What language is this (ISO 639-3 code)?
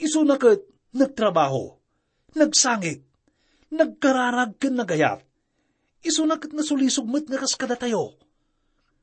ilo